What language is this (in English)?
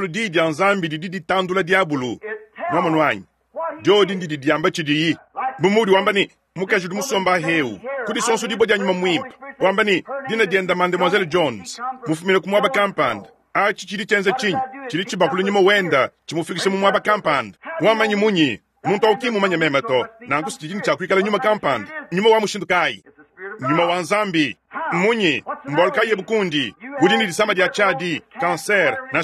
Luba-Lulua